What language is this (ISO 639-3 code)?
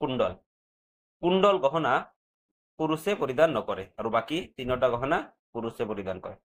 asm